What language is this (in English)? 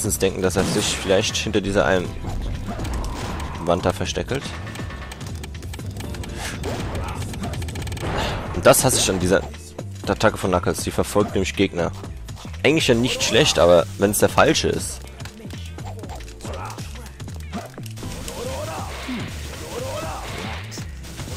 German